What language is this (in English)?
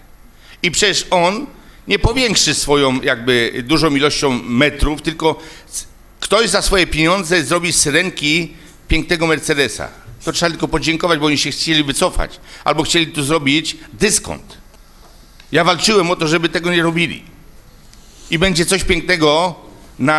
Polish